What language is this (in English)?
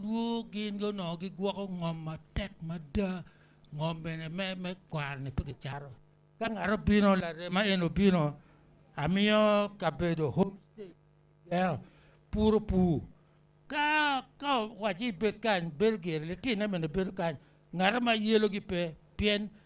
Acoli